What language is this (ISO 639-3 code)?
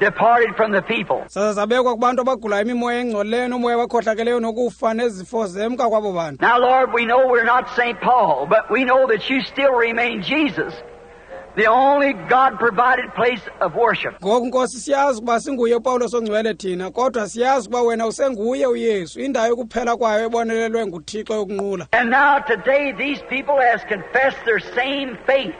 xho